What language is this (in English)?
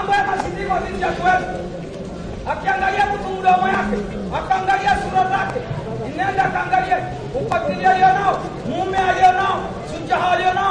Swahili